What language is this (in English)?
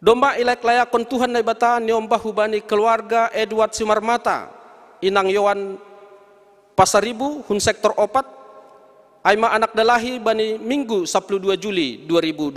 Batak Simalungun